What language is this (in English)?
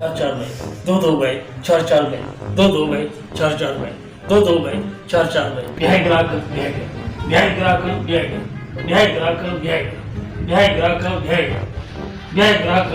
Baluchi